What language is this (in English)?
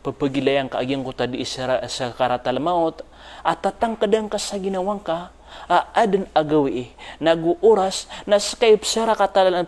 Maranao